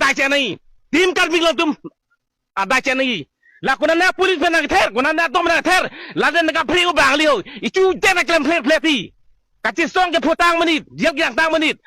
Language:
Karbi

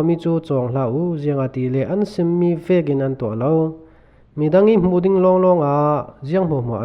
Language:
Falam Chin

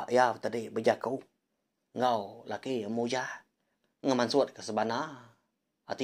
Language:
Iban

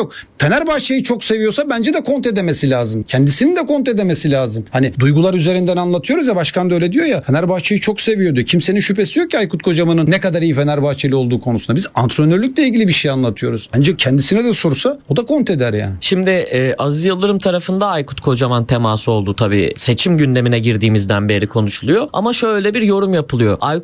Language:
Turkish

